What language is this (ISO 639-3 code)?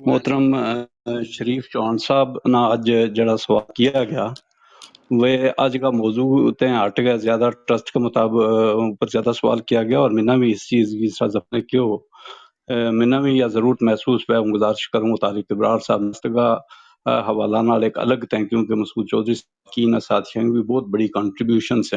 gju